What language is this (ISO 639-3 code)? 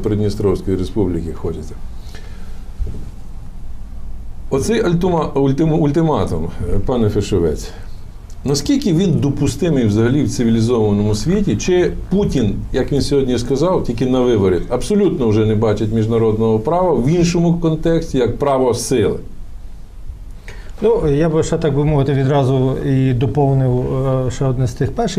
ukr